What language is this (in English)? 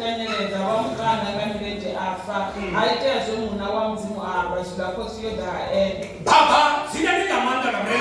Venda